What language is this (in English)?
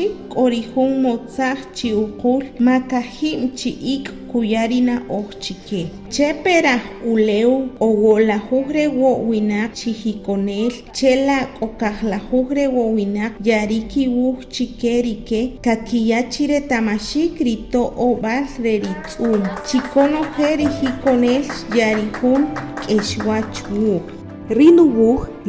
Achi